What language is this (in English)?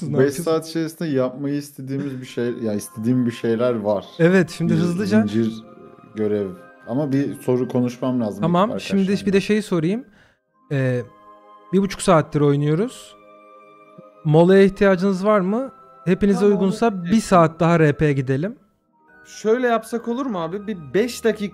Turkish